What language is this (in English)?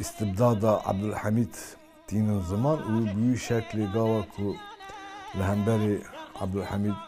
Kurdish